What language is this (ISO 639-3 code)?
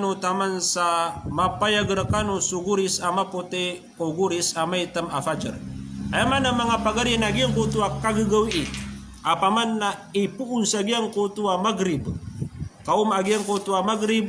mrw